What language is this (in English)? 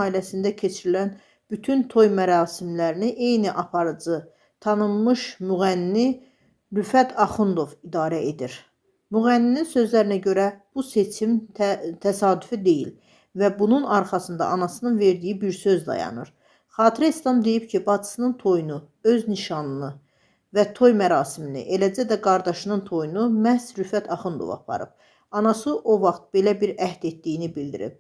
Azerbaijani